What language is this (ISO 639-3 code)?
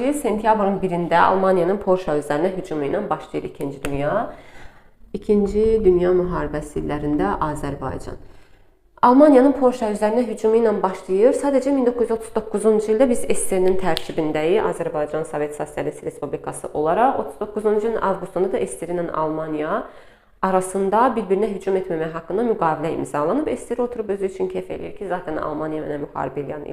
aze